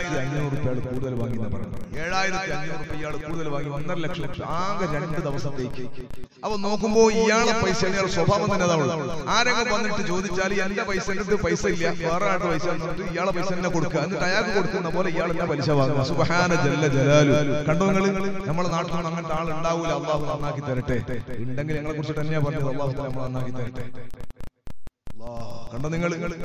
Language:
Malayalam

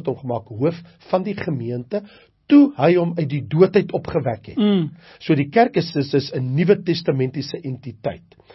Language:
Afrikaans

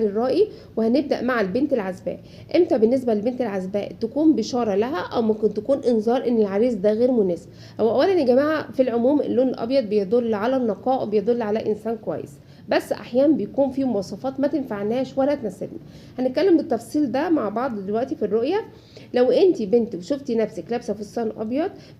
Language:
Egyptian Arabic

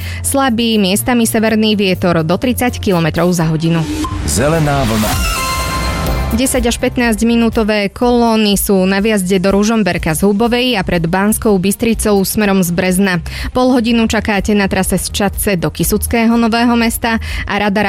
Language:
Slovak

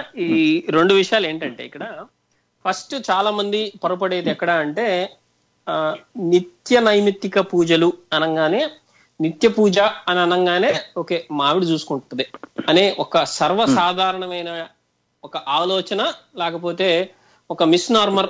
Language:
Telugu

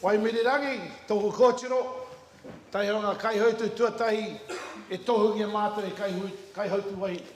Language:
Māori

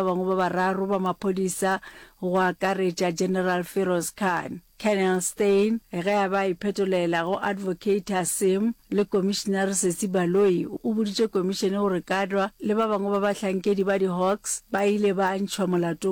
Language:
Northern Sotho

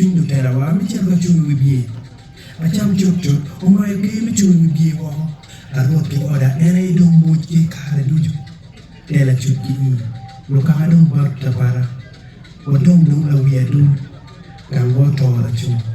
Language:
Acoli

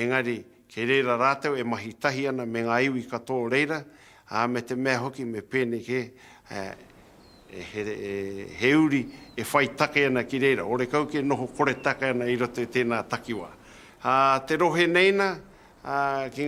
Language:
Māori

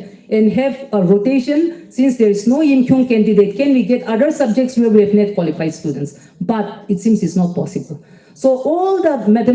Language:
Yimchungru Naga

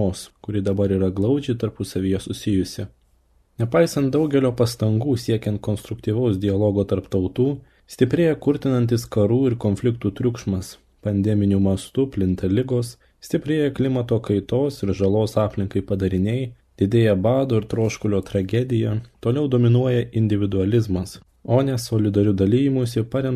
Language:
Lithuanian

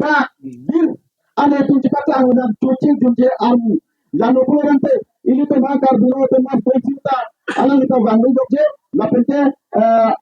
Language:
Karbi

